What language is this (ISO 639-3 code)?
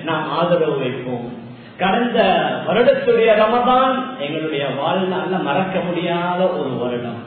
tam